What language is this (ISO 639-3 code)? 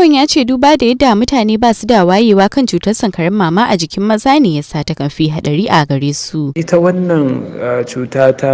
hau